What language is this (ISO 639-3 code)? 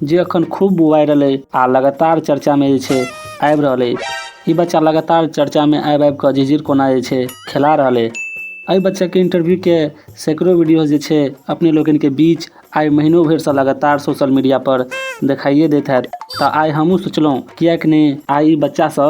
mai